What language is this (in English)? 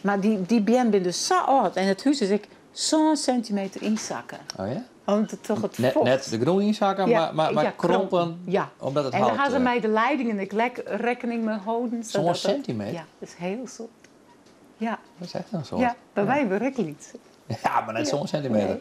Western Frisian